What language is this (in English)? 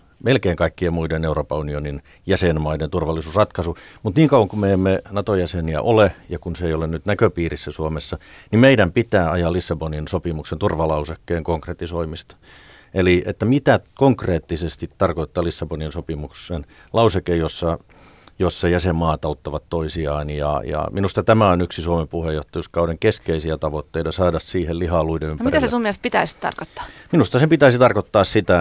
Finnish